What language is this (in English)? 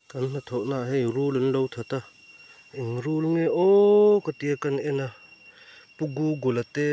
Mizo